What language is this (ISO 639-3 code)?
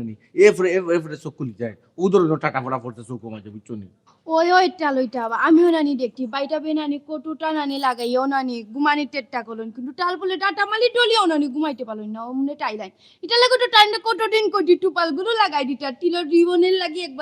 syl